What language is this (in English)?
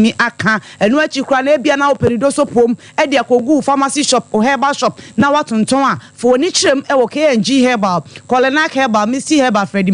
Akan